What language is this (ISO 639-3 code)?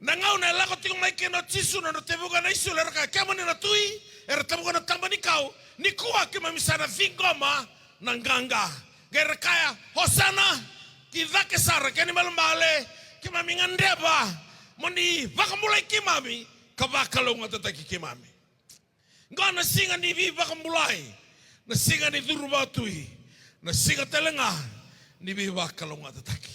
fij